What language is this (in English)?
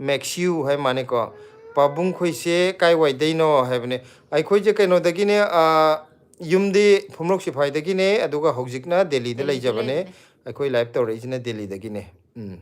Manipuri